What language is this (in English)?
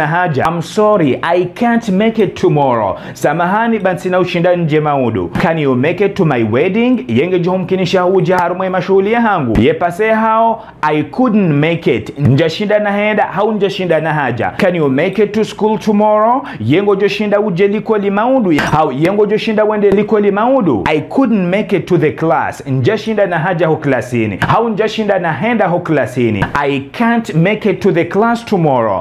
Ngazidja Comorian